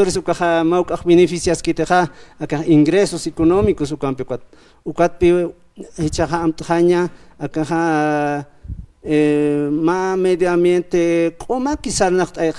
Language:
Aymara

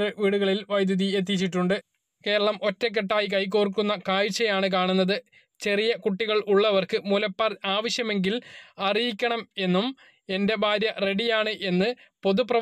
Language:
Malayalam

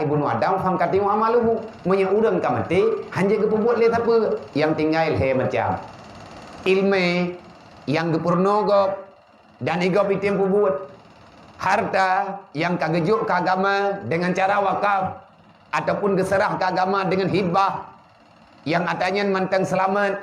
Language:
Achinese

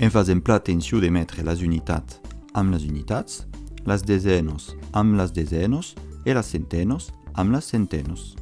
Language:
Occitan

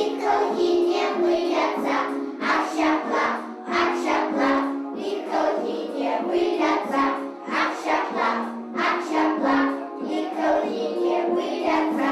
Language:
Chuvash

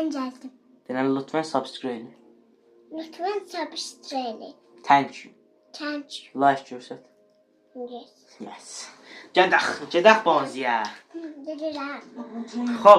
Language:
South Azerbaijani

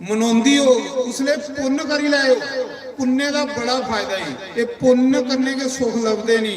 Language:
Dogri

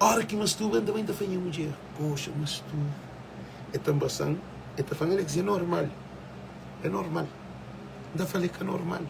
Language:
Kabuverdianu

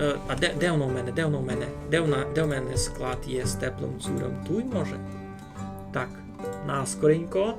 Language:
Rusyn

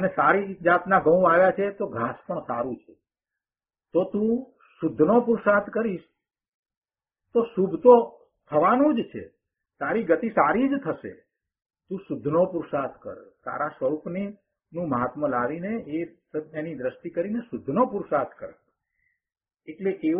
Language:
Gujarati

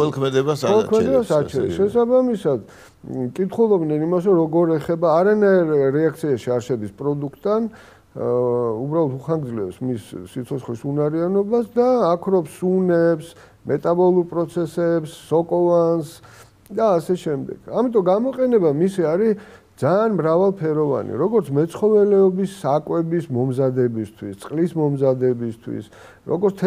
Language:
Georgian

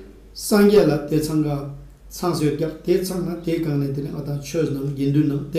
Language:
Ladakhi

